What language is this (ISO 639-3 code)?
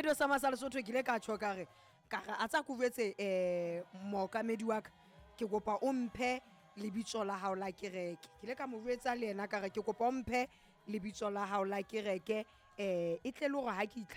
sot